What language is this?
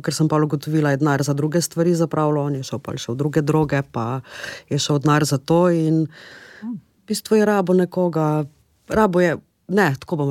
Slovenian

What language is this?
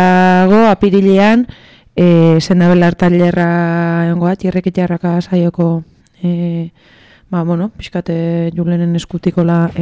Basque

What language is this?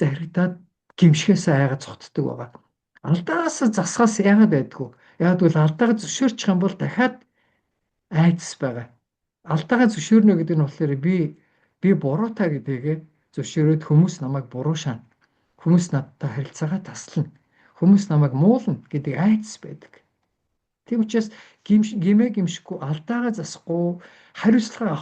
Mongolian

